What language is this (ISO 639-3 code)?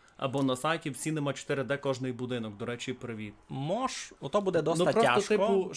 rue